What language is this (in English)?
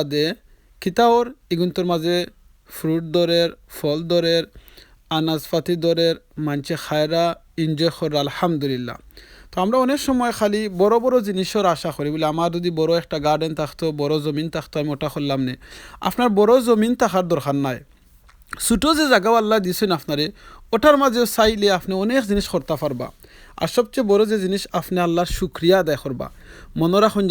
Sylheti